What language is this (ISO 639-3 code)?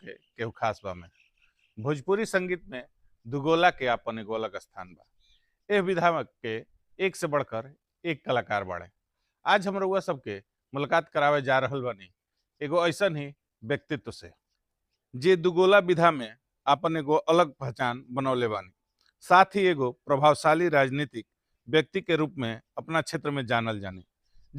bho